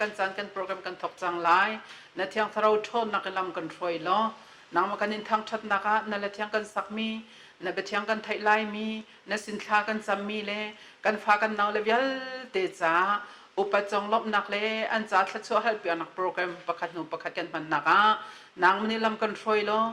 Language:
Hakha Chin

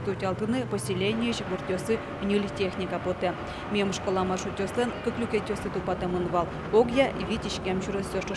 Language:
Udmurt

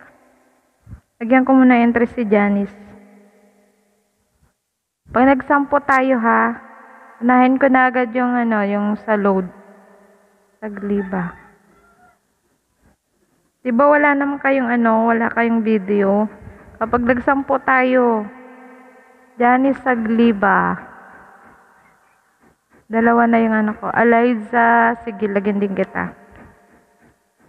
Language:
Filipino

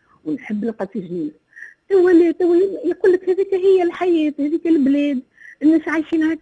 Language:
Tunisian Arabic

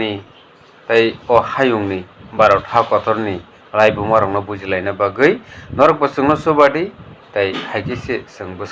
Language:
Kok Borok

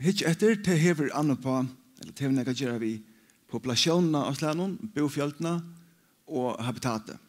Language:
Faroese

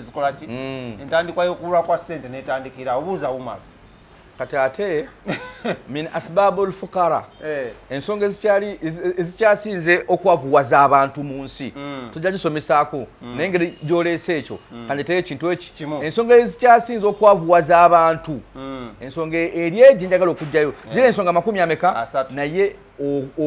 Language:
Ganda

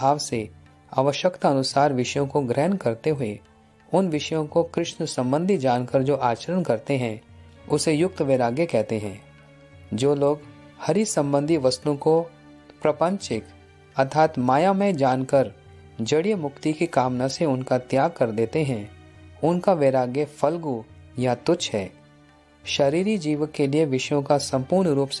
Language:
Hindi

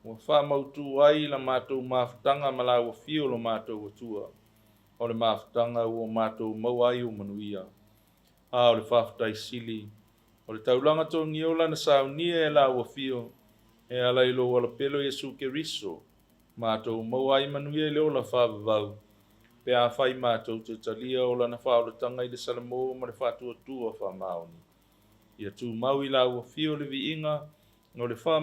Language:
Samoan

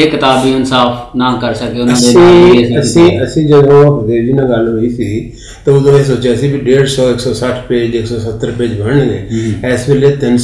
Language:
Punjabi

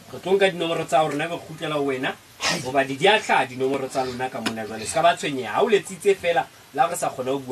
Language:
Southern Sotho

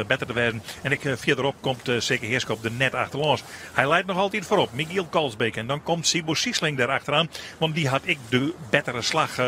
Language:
Western Frisian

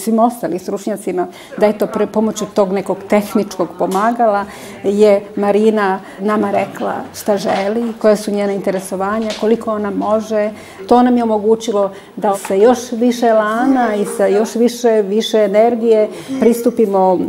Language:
Serbian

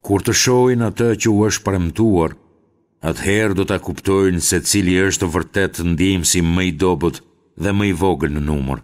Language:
Albanian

